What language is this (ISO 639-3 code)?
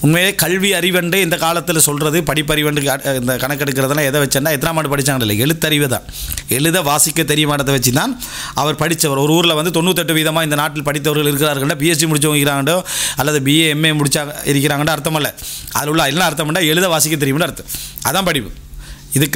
tam